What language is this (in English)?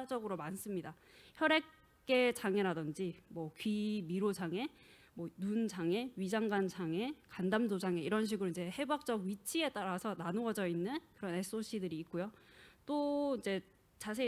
Korean